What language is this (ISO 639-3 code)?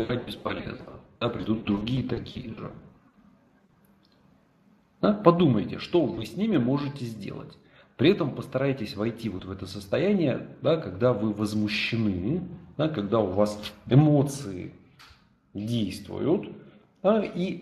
rus